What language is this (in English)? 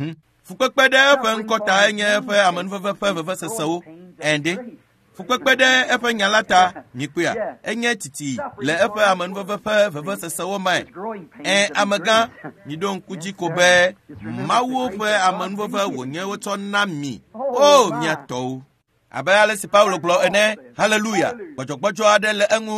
Ewe